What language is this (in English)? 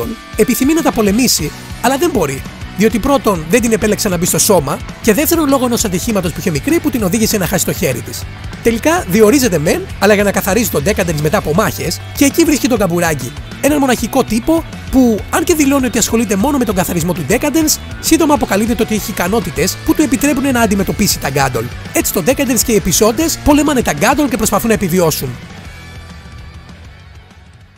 Greek